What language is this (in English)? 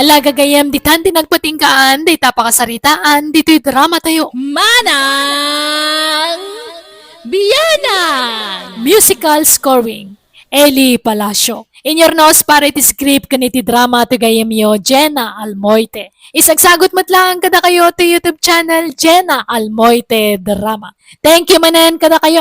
Iloko